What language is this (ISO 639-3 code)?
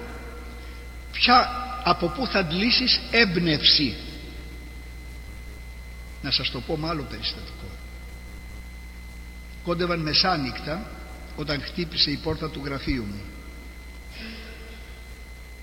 ell